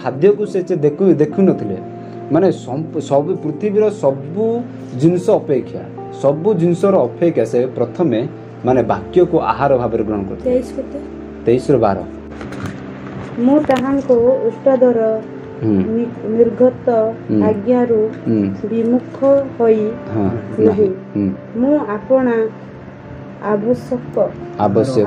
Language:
Odia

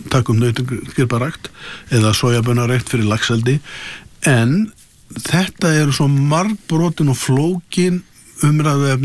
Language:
Icelandic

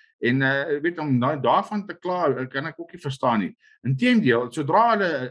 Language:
Afrikaans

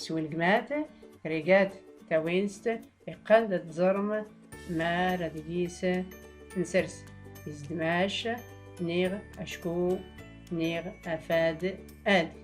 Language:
Tachelhit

